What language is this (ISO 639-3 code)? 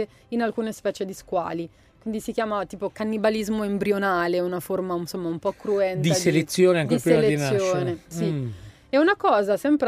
ita